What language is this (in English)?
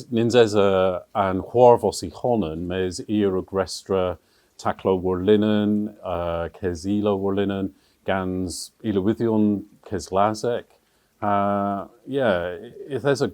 Cornish